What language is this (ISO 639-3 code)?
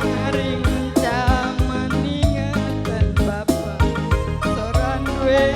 btx